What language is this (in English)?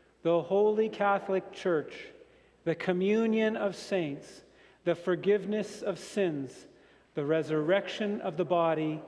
English